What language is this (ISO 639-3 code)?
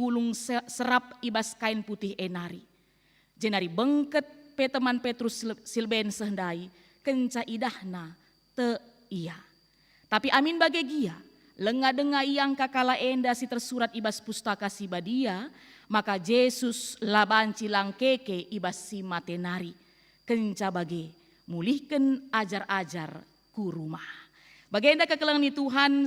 btx